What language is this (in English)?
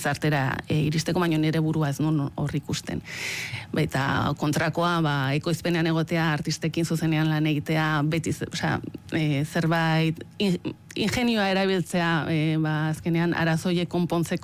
Basque